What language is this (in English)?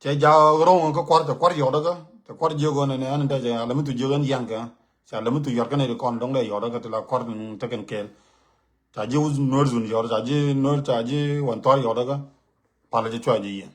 Nuer